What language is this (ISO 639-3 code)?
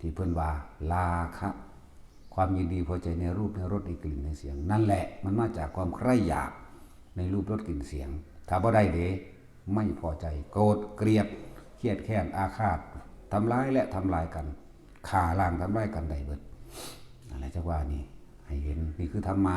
tts